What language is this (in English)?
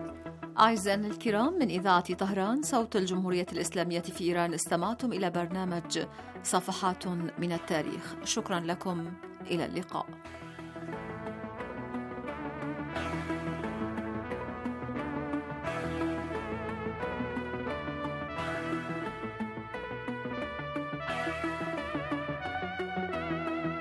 Arabic